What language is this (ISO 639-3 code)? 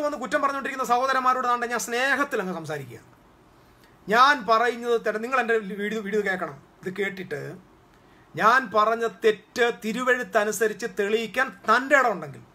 mal